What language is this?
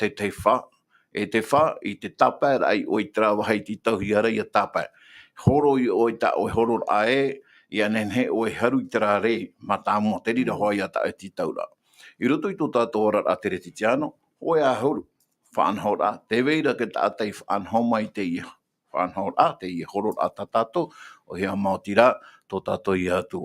Tahitian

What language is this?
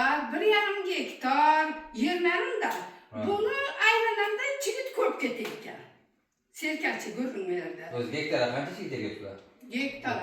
Uzbek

